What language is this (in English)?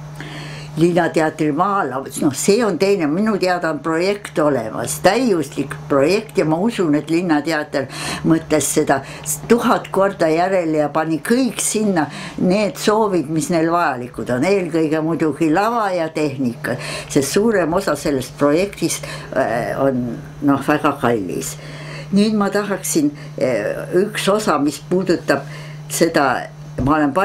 Estonian